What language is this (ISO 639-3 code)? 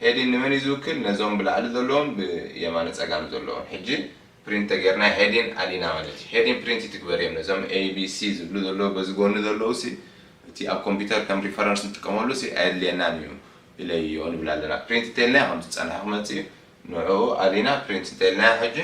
tir